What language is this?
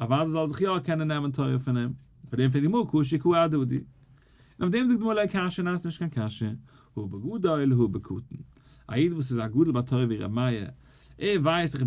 Yiddish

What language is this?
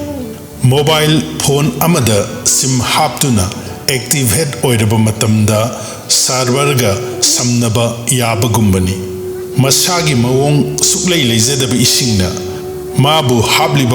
Manipuri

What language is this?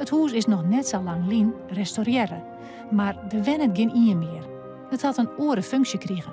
Western Frisian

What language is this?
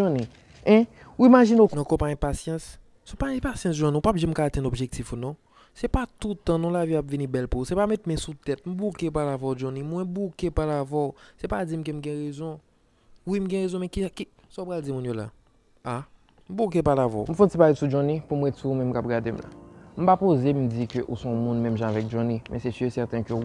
Haitian Creole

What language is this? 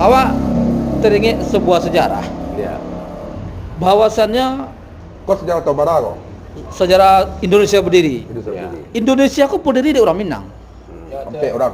Minangkabau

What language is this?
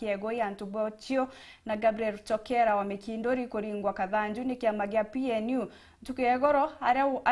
Meru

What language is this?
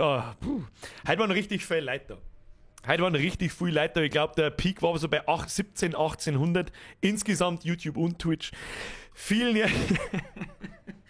Bavarian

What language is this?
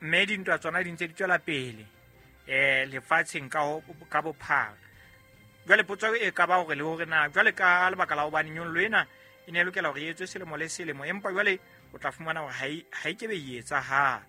Southern Sotho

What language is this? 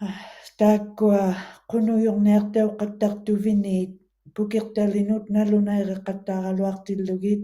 Western Canadian Inuktitut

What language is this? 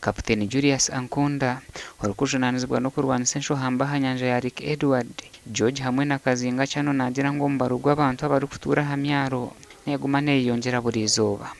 Nyankole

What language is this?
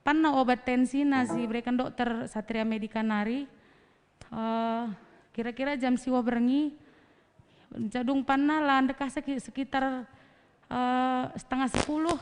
Batak Karo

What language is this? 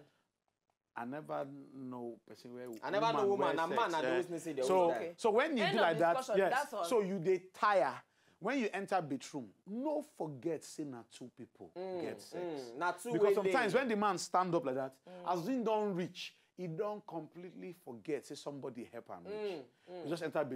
Nigerian Pidgin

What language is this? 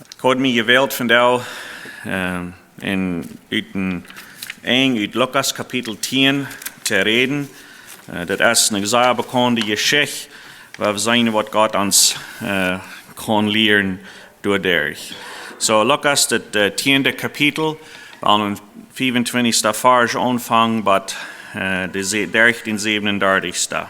Plautdietsch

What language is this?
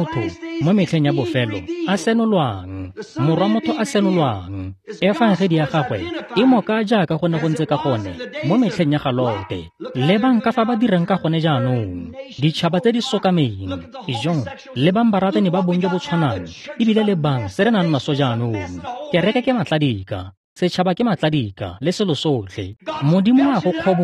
Tswana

